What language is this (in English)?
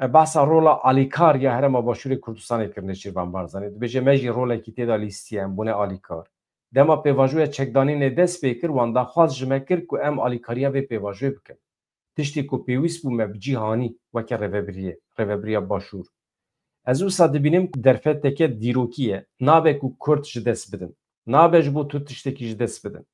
Kurdish